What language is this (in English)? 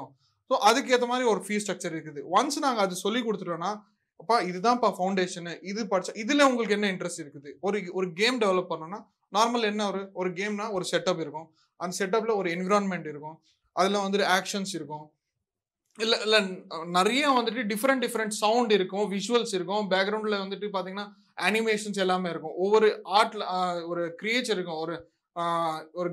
Tamil